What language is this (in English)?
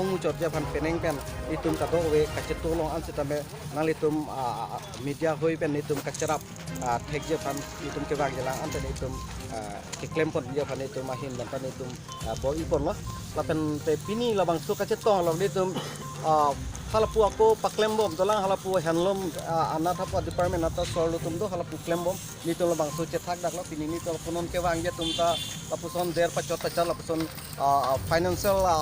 Karbi